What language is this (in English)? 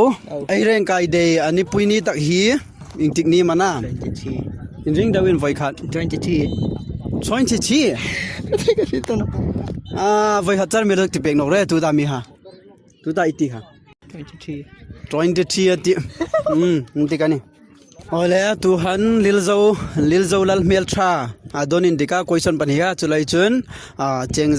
Hmar